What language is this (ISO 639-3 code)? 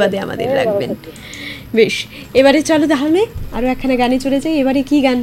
ben